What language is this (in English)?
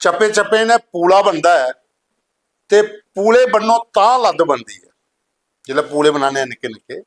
Dogri